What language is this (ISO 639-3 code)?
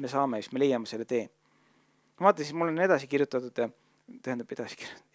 est